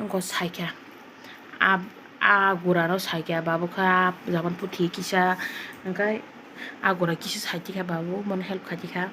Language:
Kok Borok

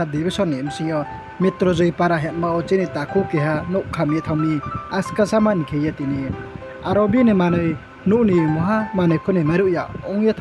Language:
Riang (India)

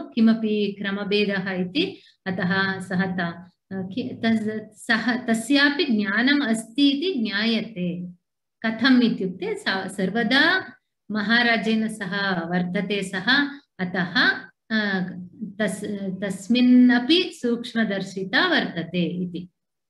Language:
Sanskrit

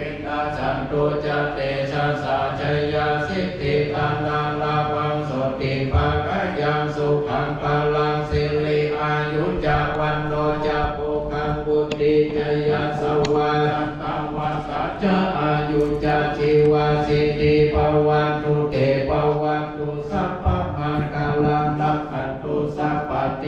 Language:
Pali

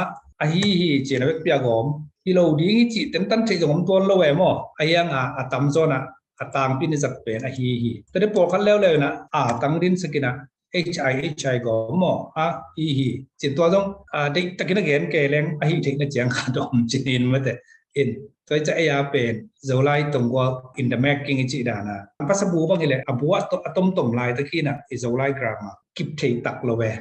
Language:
Tedim Chin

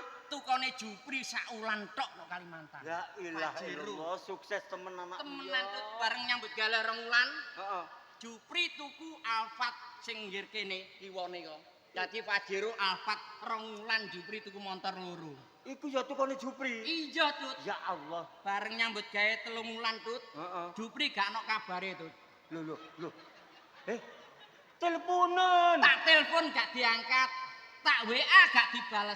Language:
Javanese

